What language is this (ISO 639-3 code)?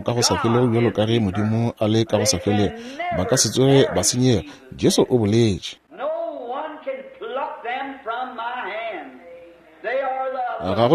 nso